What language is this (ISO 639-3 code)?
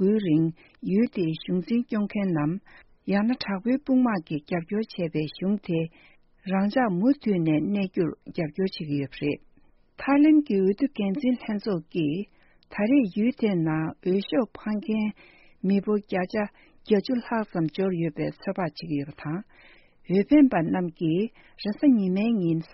bod